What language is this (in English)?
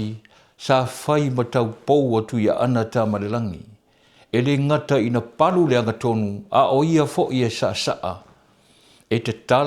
Samoan